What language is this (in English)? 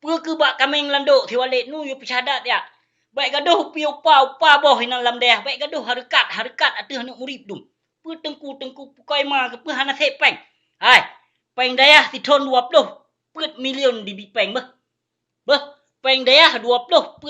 Achinese